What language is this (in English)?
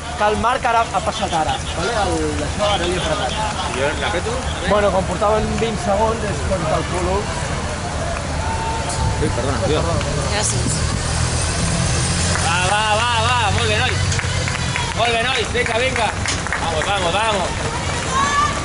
Catalan